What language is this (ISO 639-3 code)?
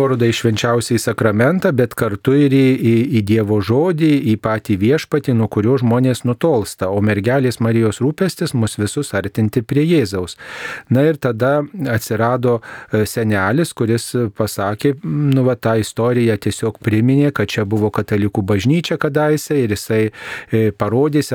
lit